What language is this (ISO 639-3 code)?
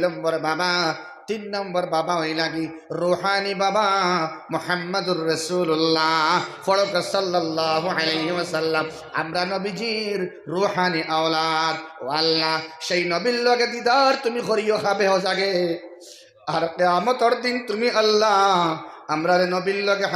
syl